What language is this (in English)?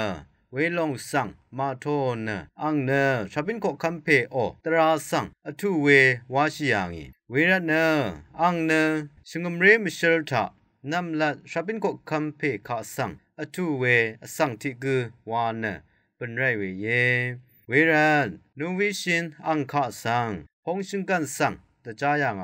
Rawang